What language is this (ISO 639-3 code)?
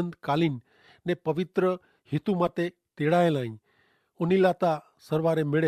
kfr